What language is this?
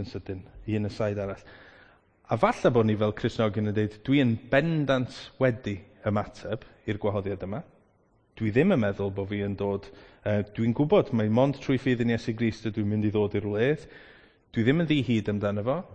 Welsh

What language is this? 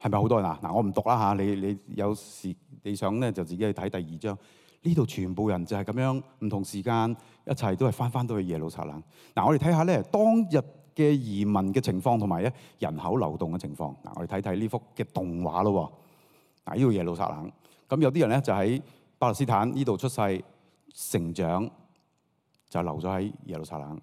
Cantonese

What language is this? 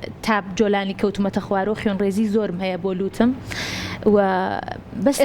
Central Kurdish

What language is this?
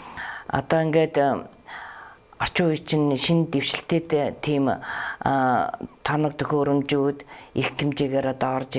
Mongolian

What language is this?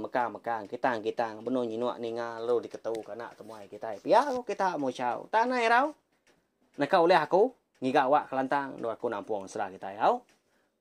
Iban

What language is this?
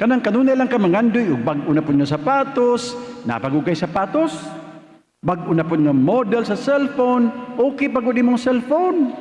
Cebuano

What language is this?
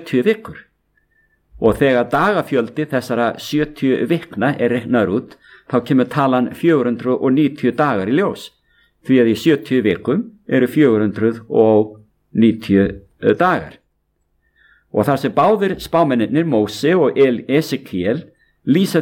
Icelandic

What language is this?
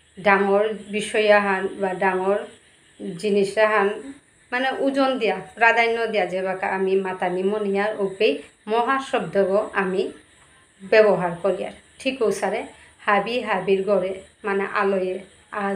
Bishnupriya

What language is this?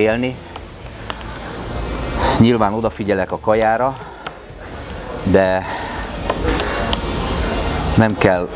Hungarian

